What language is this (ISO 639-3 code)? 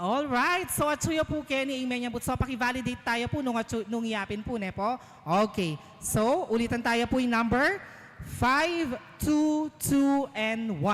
pam